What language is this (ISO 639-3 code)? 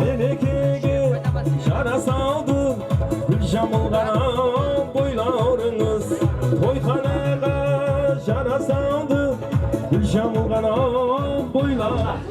kaa